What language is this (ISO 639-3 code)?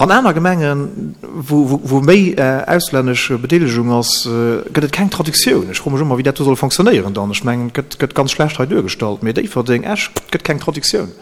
ltz